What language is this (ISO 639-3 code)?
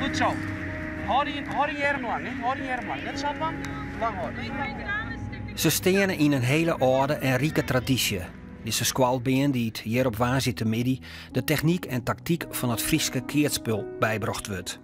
fry